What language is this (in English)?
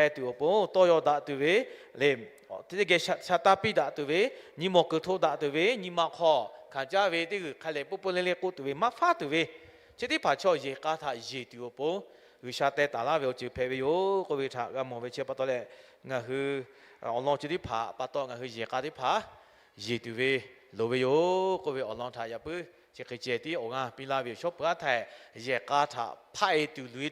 Lahu